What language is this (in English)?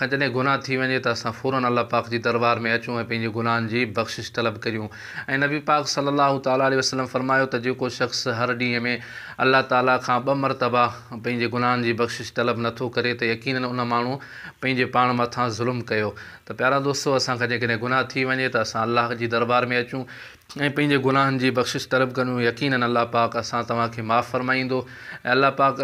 Sindhi